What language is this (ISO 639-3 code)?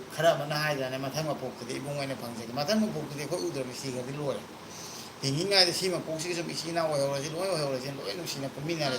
mni